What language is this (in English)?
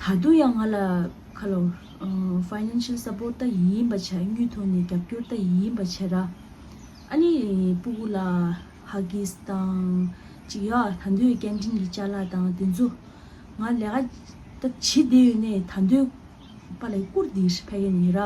Tibetan